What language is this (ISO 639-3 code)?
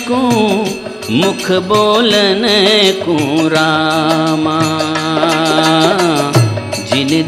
hin